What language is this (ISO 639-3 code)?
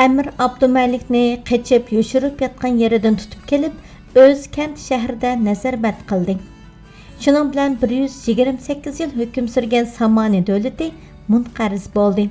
uig